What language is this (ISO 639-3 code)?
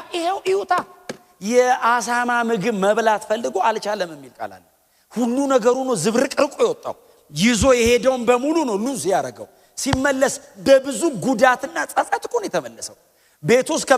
amh